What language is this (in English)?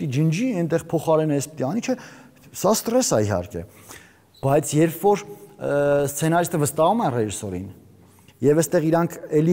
Armenian